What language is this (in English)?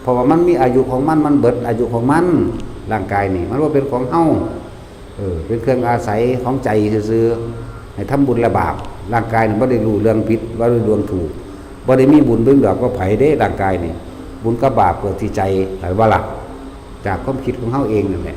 Lao